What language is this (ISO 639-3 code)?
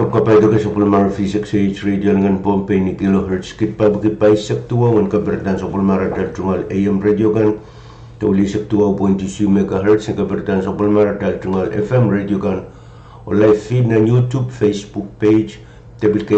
pon